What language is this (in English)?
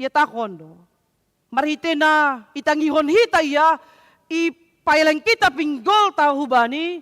Batak Simalungun